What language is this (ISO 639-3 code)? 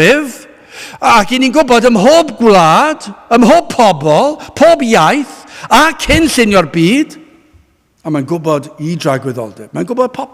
cym